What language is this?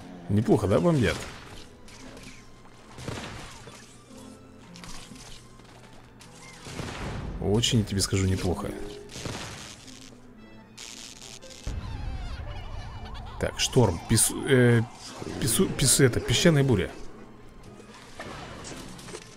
Russian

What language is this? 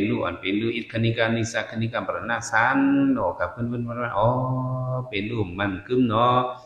Shan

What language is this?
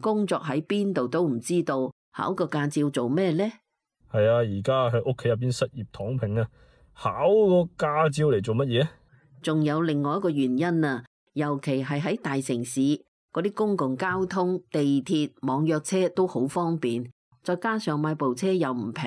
Cantonese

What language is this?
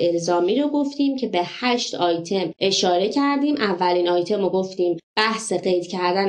Persian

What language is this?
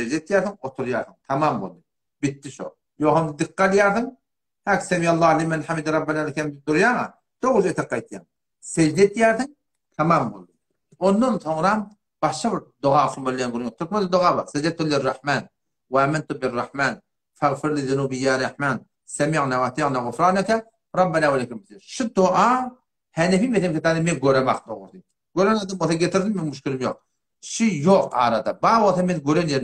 Turkmen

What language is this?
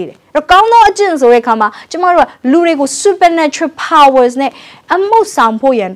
Burmese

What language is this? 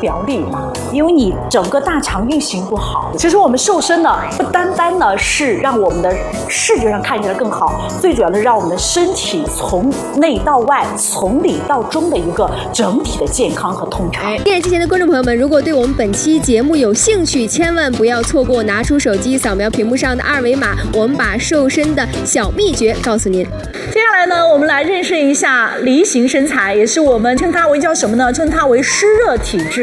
Chinese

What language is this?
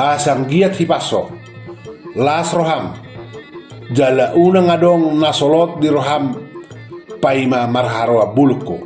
Batak Toba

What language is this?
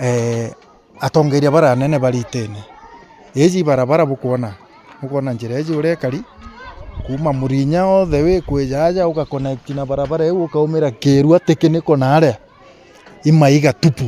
Meru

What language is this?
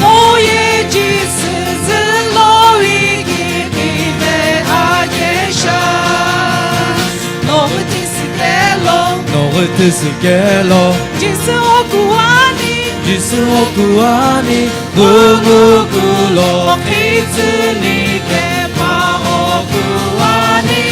Sumi Naga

